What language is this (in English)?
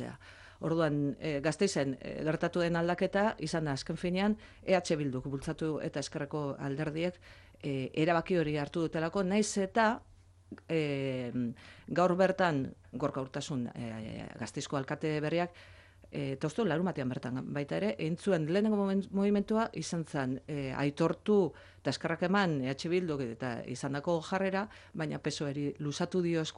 Basque